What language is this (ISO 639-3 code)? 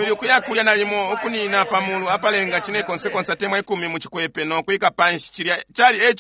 bem